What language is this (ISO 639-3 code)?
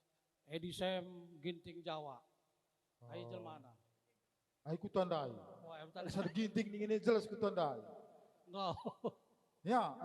btx